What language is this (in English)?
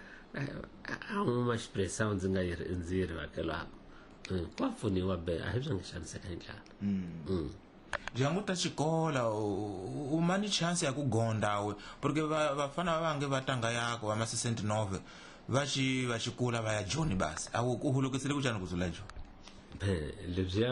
Tsonga